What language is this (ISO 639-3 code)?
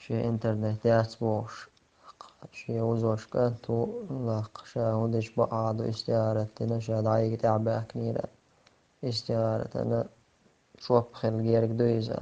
che